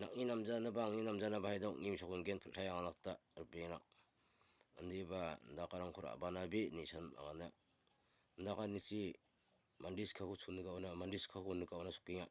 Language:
Garo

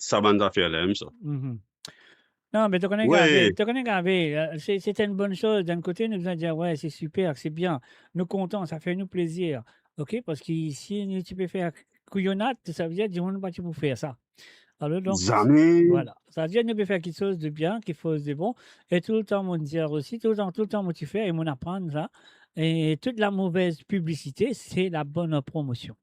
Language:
Morisyen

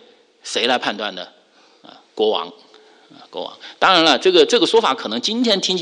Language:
Chinese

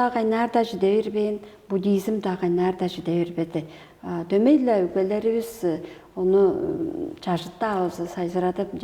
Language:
Tuvinian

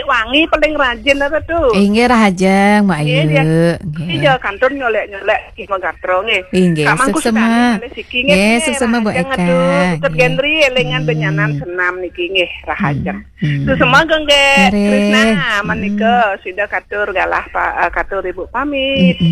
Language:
Balinese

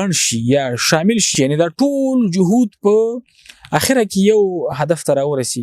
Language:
Pashto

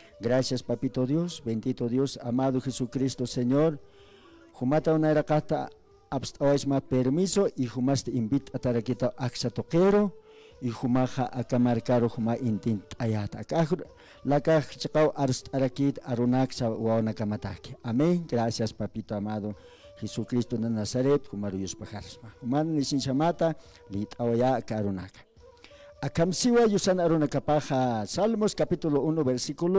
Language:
Aymara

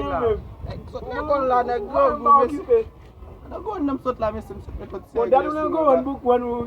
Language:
Haitian Creole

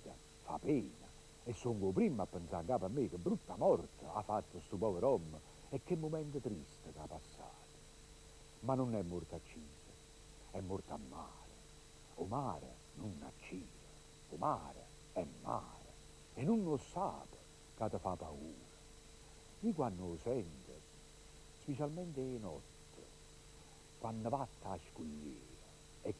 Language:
Neapolitan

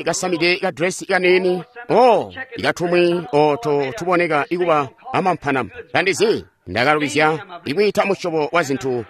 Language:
Tonga (Zambia)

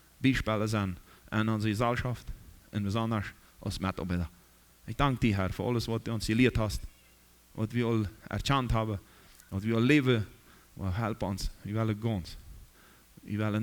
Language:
Plautdietsch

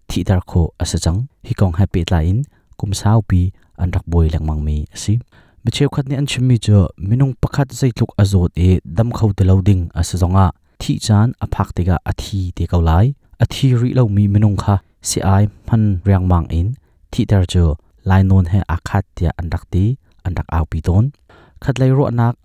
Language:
Hakha Chin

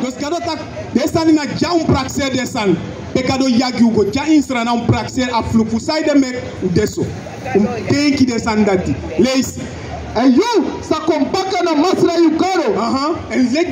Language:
Sranan Tongo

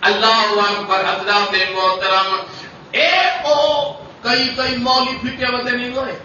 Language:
Saraiki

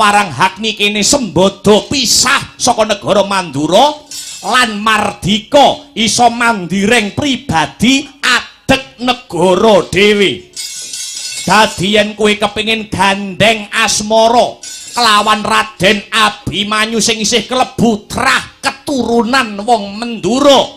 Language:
Javanese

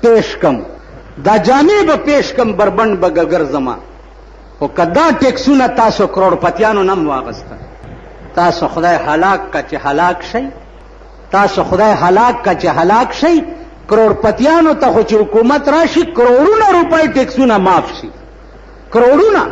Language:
Pashto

